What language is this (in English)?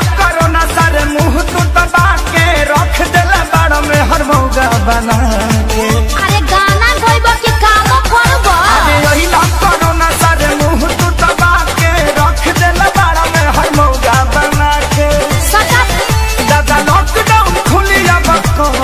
Bhojpuri